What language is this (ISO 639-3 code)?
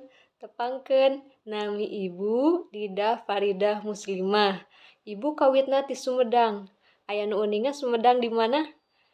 sun